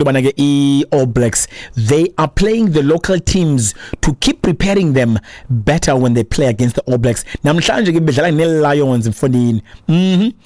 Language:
Xhosa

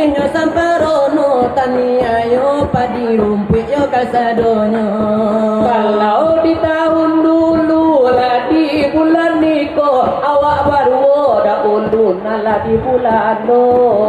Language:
Minangkabau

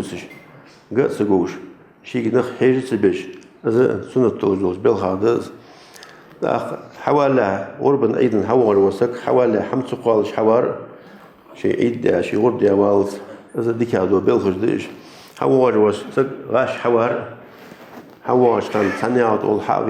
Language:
Ingush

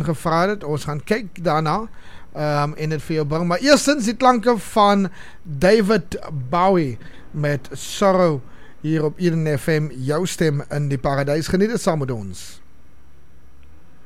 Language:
Afrikaans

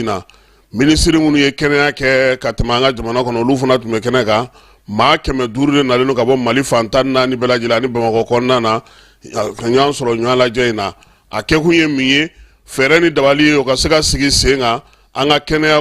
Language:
Bambara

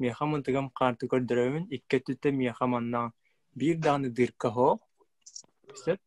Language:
Yakut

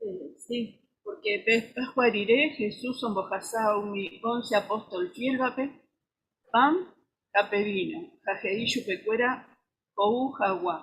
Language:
Guarani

